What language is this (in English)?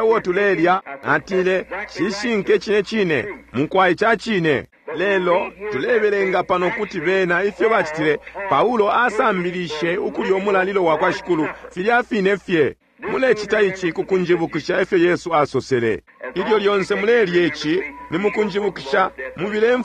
Bemba